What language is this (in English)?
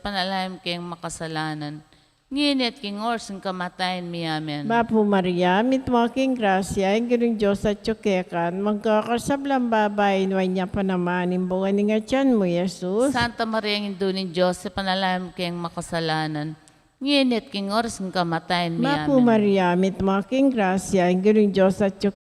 Pampanga